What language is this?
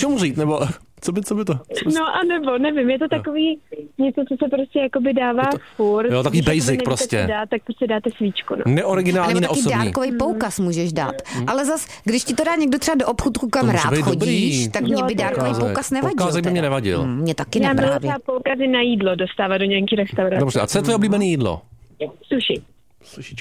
Czech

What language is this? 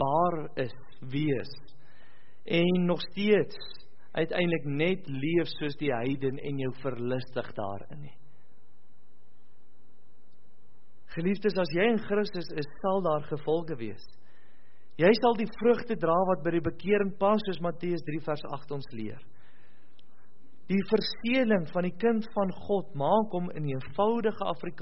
Afrikaans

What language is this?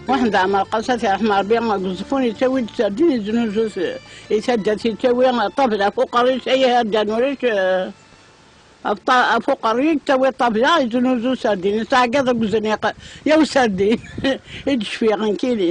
Kabyle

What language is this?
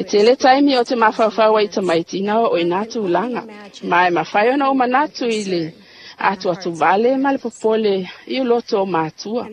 Samoan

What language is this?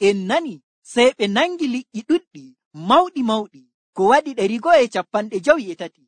Nigerian Fulfulde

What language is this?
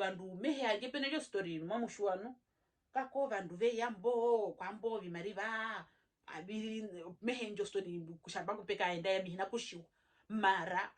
Herero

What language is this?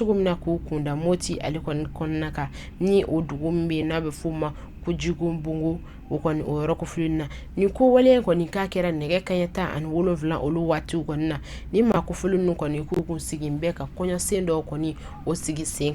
Bambara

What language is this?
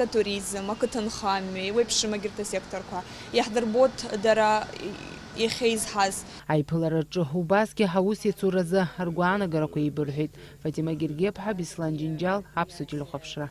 Abkhazian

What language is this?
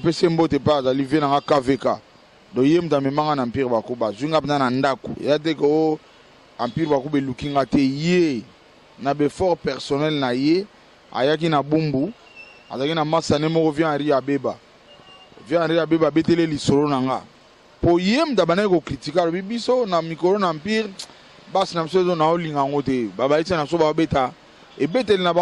Lingala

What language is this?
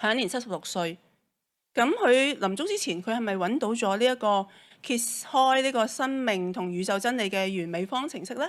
Cantonese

